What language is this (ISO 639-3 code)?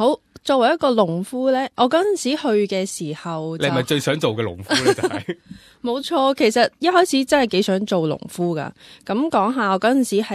yue